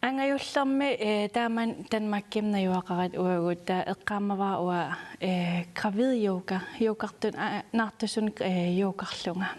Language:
Kalaallisut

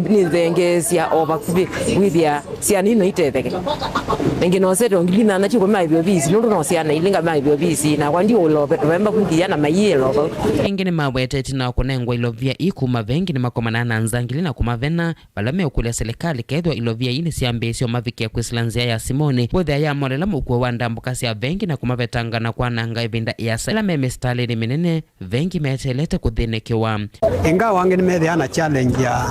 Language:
Kamba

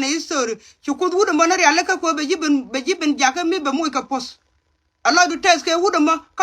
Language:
Nuer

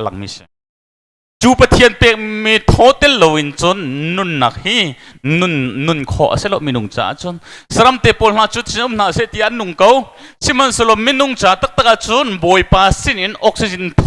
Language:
Hakha Chin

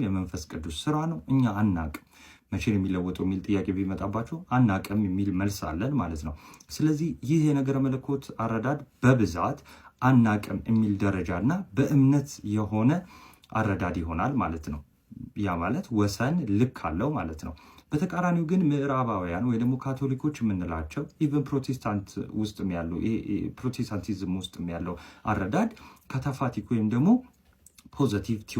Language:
Amharic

